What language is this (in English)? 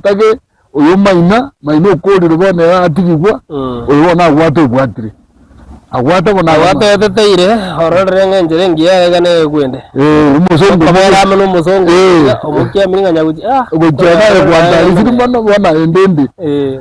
Gusii